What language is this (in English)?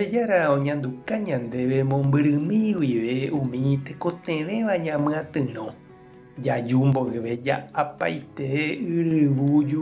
Guarani